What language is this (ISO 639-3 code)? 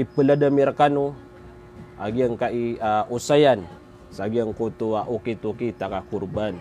mrw